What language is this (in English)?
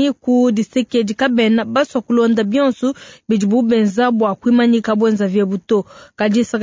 Luba-Lulua